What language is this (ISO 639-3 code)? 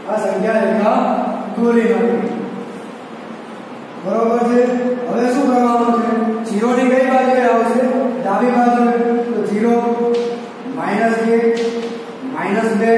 guj